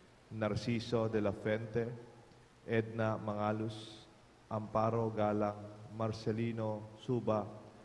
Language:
Pampanga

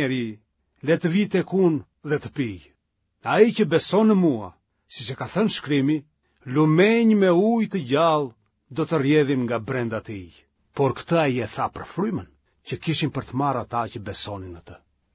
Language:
Albanian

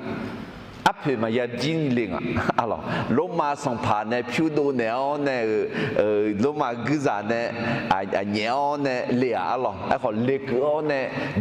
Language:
Akha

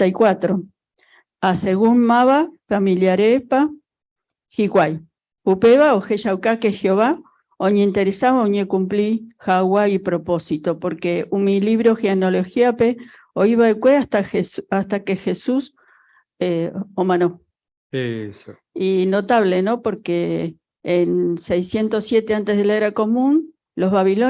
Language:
Guarani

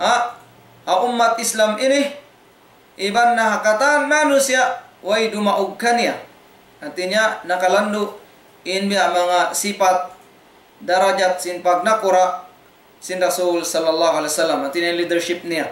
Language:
Tausug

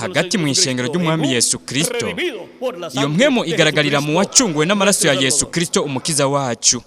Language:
Rundi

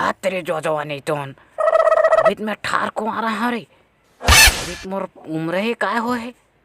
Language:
Chhattisgarhi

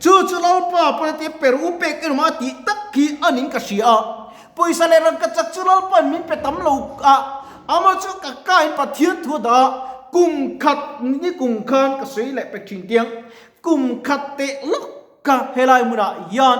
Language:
Mizo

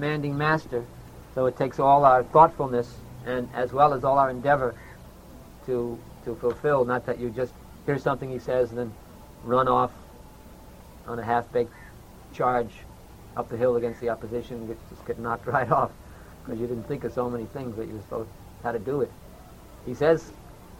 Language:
English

